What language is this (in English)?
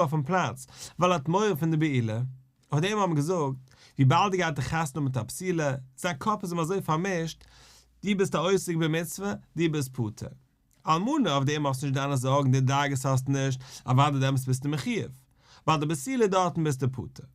Yiddish